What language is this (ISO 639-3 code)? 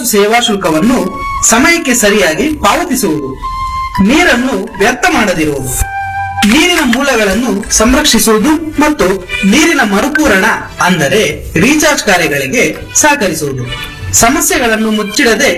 kan